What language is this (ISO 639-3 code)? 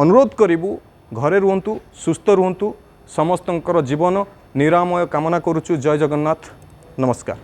ori